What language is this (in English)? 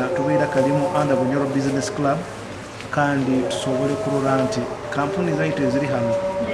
Nyoro